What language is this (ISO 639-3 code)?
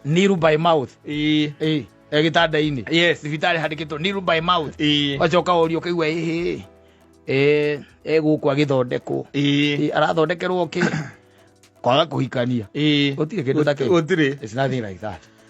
kik